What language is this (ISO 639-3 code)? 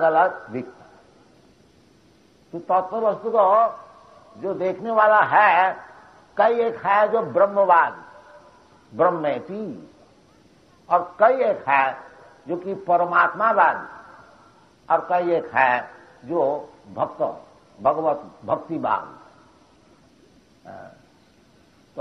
hin